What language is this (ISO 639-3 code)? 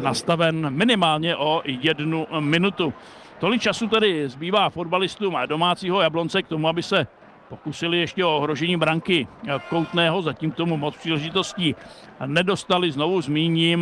ces